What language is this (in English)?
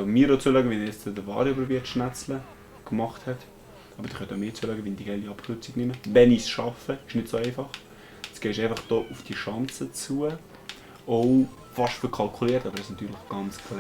Swiss German